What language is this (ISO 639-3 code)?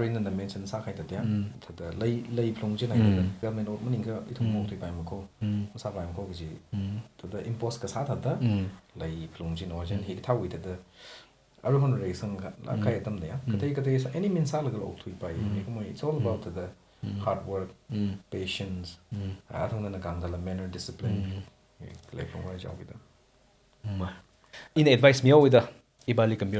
nmf